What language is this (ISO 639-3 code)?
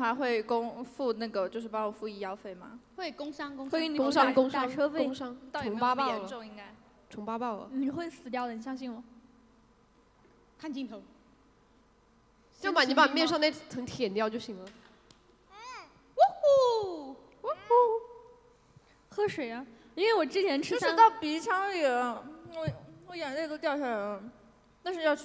zho